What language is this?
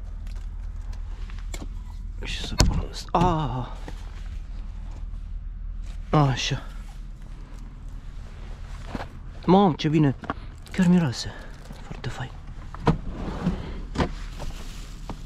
Romanian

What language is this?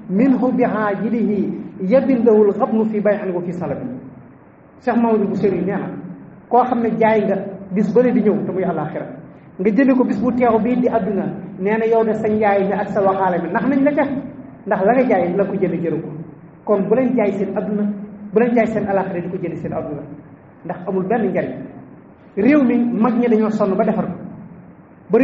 Wolof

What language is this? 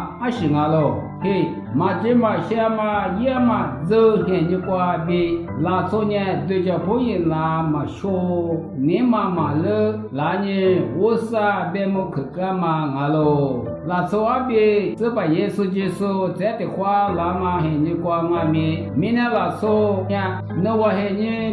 Lisu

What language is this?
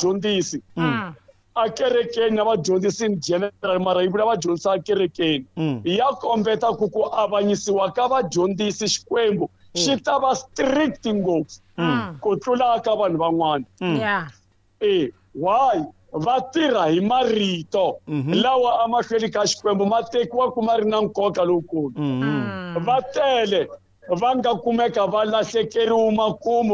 Tsonga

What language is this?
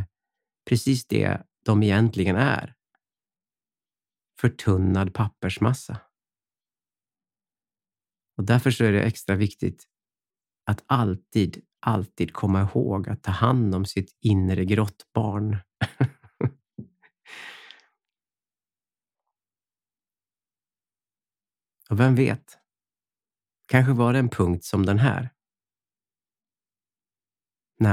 Swedish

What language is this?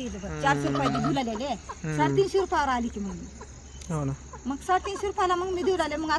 Marathi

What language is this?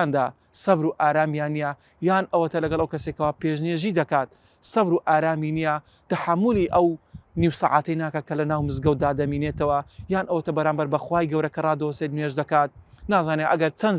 Central Kurdish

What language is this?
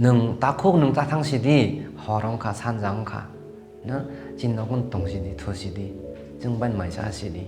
Kok Borok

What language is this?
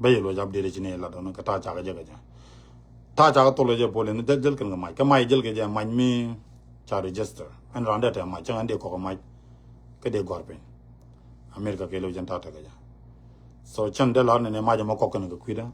Nuer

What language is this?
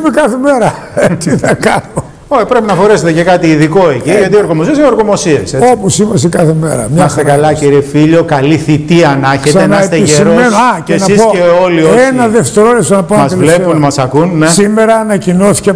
Greek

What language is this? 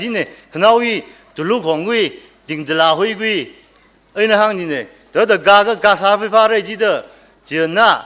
Tangkhul Naga (India)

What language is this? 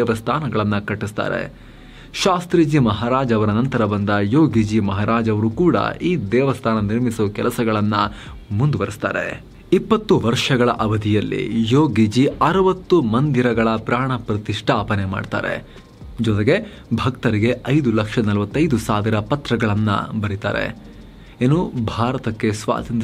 Kannada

